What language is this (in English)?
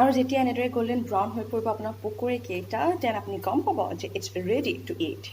Assamese